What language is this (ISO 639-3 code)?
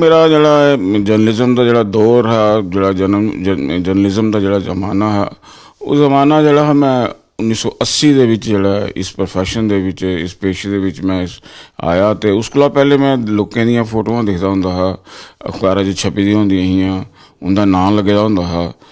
doi